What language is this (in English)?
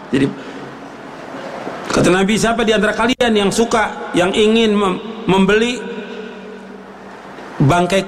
Indonesian